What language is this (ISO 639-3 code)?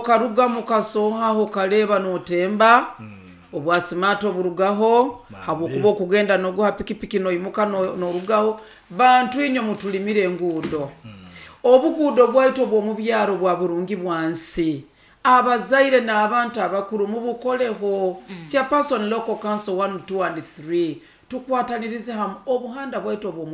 nyo